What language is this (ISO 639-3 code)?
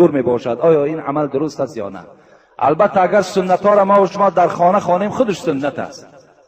tgk